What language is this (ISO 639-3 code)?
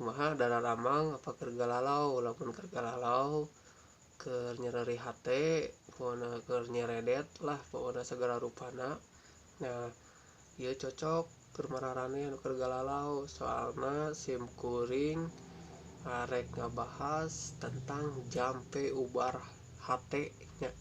sun